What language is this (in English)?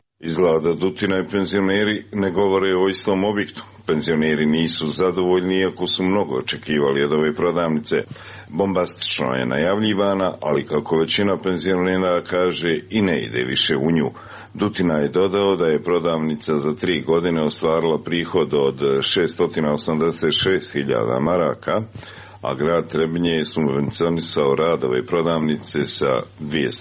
Serbian